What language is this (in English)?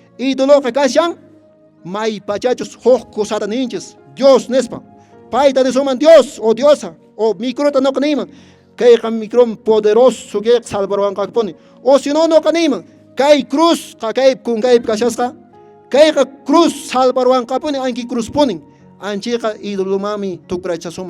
Quechua